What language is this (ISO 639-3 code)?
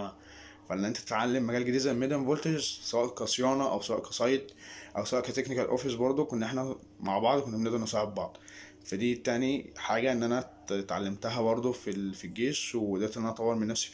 arz